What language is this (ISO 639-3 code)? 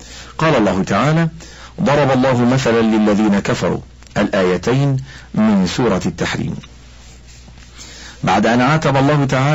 ara